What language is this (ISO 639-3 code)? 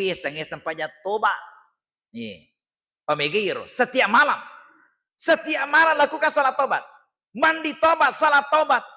bug